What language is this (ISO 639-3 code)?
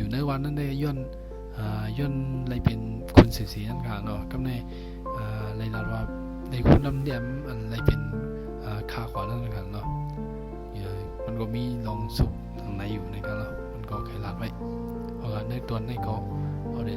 shn